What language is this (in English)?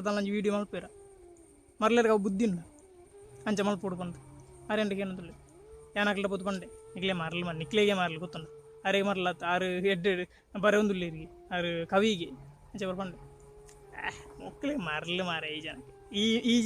Tulu